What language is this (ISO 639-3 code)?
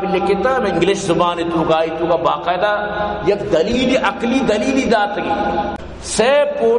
bal